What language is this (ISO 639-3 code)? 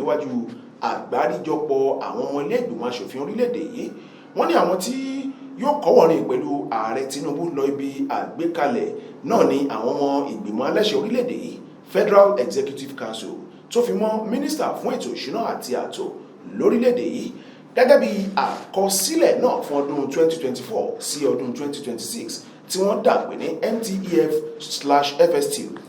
yor